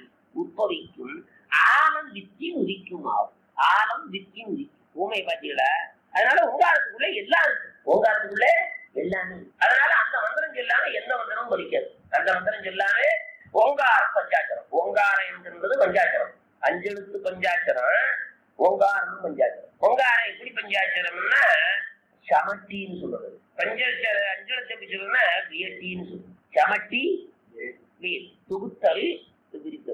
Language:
Tamil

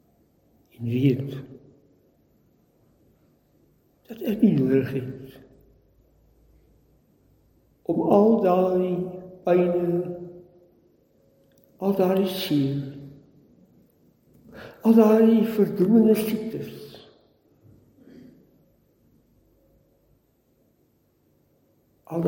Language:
Afrikaans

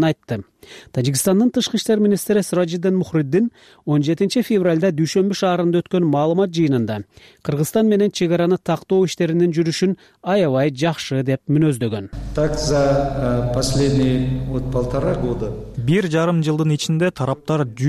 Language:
Kyrgyz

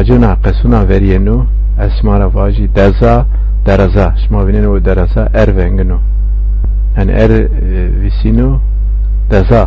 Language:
Zaza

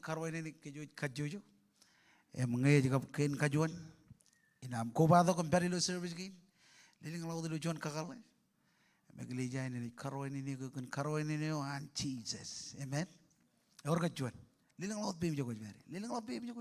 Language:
Marshallese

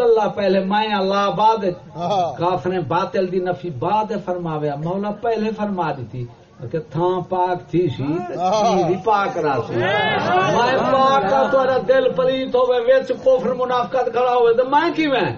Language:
Saraiki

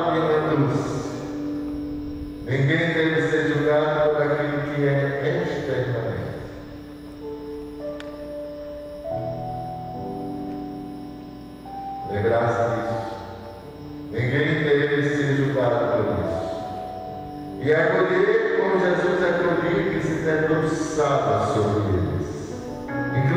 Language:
Portuguese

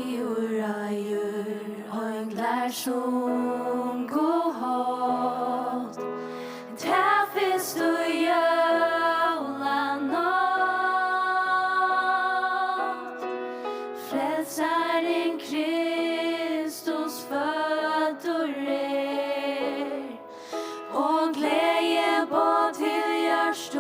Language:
Faroese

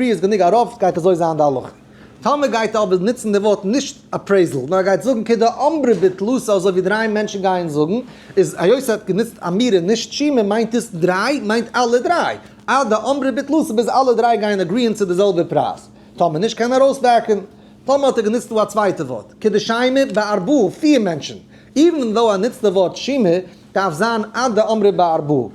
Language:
Yiddish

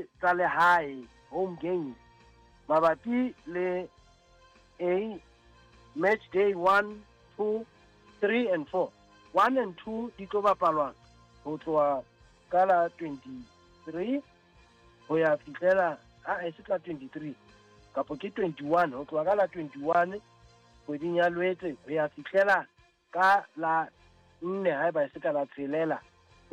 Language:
Southern Sotho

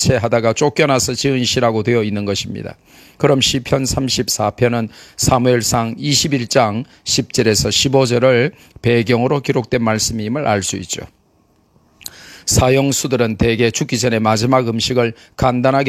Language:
Korean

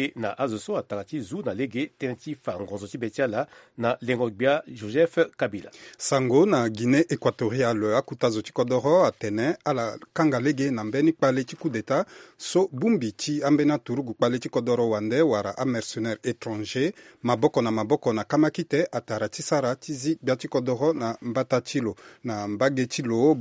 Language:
Sango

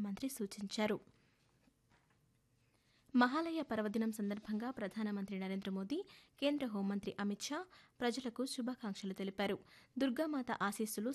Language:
Telugu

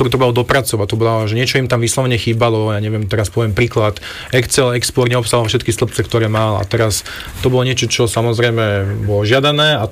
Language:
Slovak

